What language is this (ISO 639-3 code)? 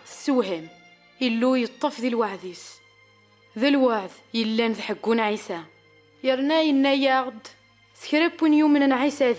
kab